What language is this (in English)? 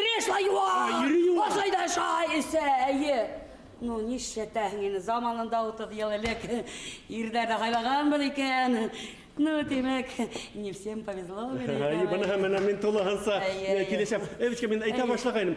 Bashkir